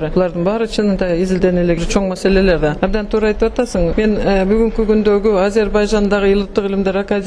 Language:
Kyrgyz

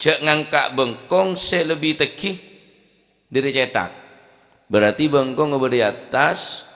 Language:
Madurese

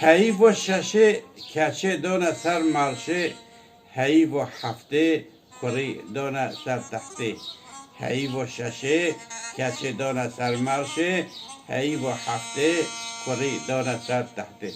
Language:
Kurdish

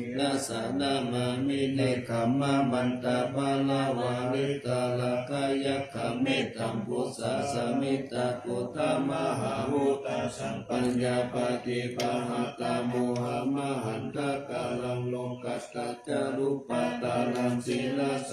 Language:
Pali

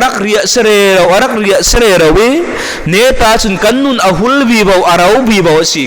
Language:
Falam Chin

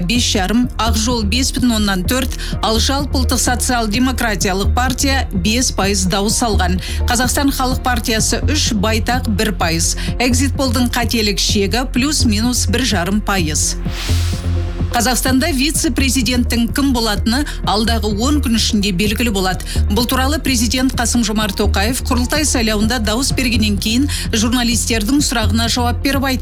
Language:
Kazakh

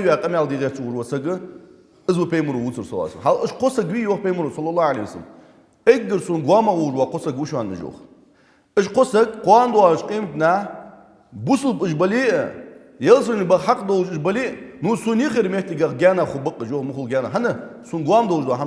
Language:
Ingush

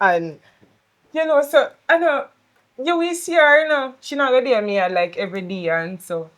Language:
Jamaican Creole English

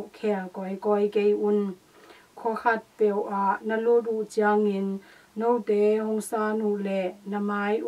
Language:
Tedim Chin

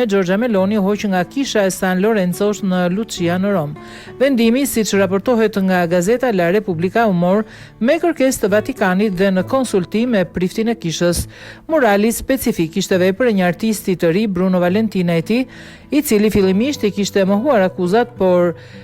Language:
Albanian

